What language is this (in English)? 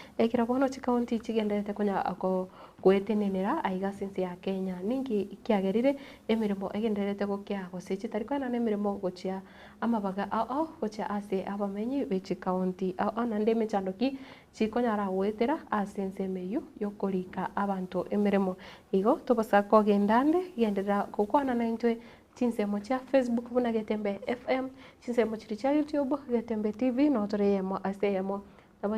Gusii